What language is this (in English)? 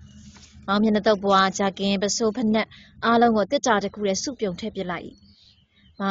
Burmese